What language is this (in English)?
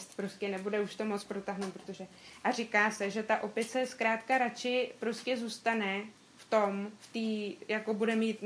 Czech